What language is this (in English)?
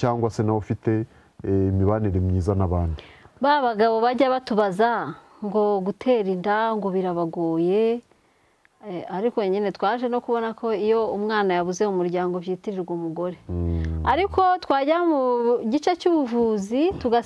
Kinyarwanda